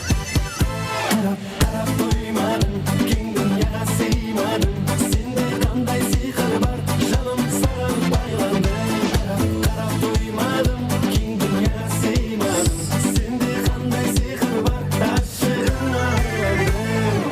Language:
Kara-Kalpak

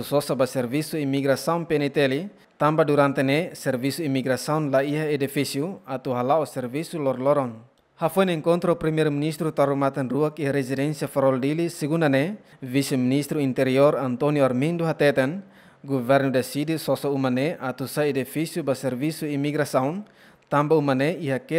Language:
Tetum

